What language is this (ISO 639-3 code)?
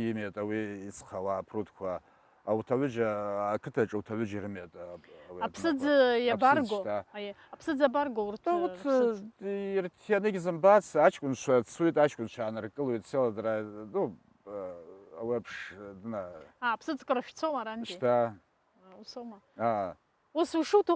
abk